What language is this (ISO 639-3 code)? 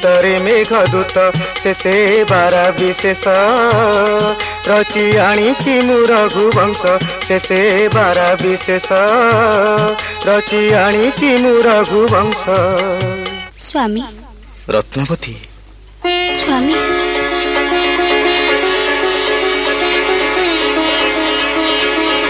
ori